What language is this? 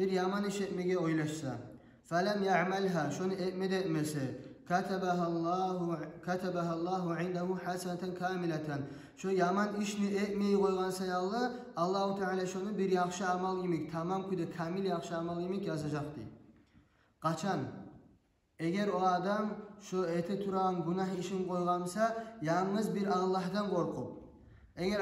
Kumyk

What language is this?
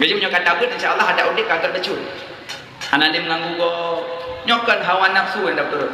Achinese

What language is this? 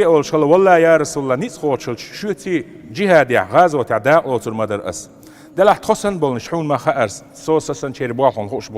Chechen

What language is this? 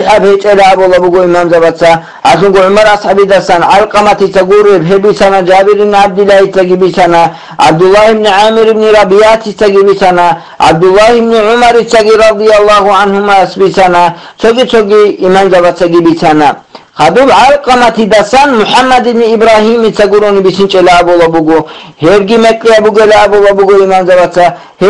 Avaric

